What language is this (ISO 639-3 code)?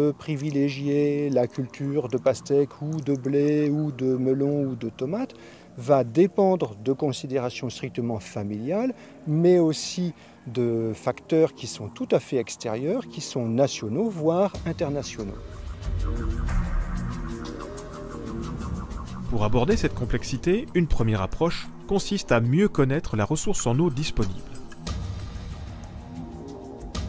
fra